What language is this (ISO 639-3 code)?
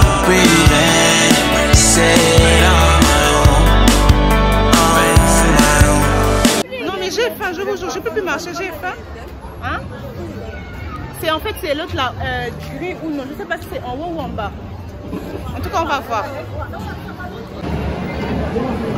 fra